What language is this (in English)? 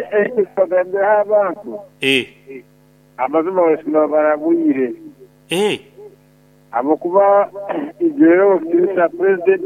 Nyankole